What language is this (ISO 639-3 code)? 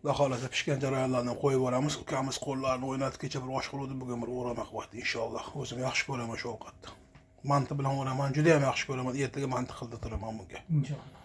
uzb